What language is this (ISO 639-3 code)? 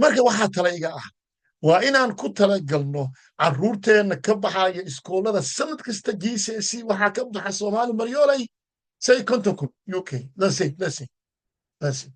som